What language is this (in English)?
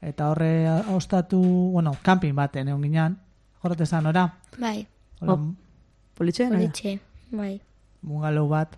Basque